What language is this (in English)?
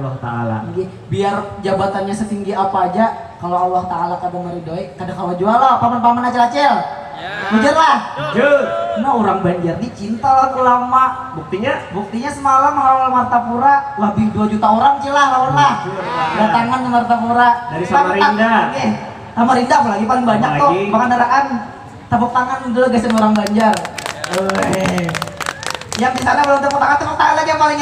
Banjar